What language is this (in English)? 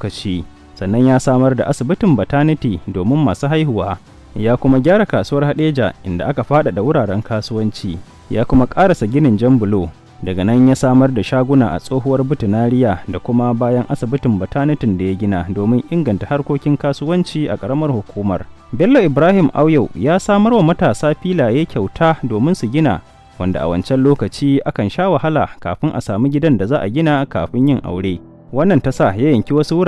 Hausa